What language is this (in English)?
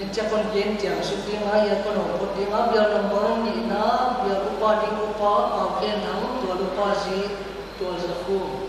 Paite Chin